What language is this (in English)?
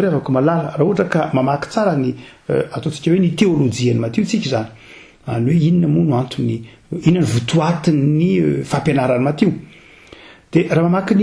Malagasy